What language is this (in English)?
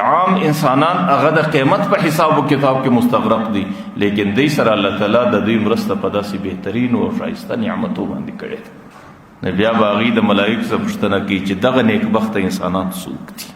Pashto